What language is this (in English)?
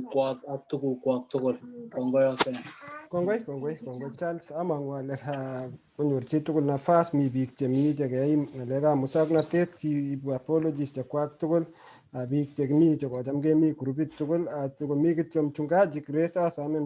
Kalenjin